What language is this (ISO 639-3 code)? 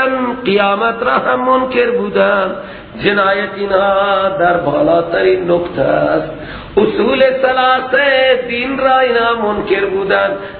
fas